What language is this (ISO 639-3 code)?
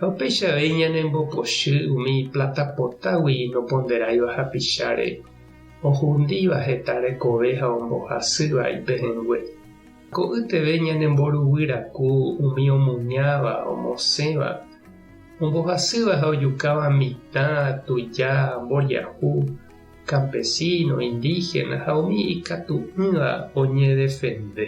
grn